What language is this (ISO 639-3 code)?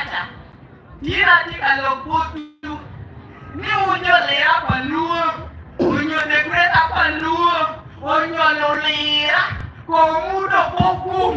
ach